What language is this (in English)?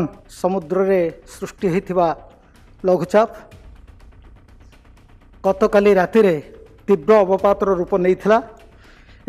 Odia